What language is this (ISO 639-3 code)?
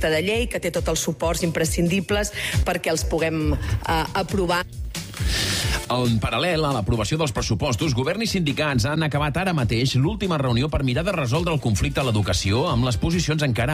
cat